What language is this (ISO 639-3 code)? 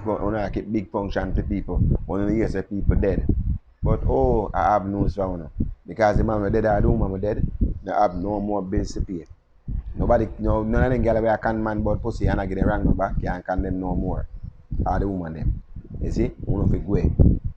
jam